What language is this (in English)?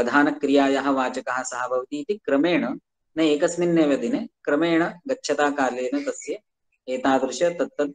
Sanskrit